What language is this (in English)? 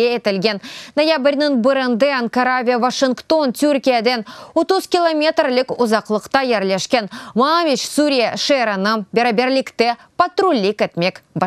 Crimean Tatar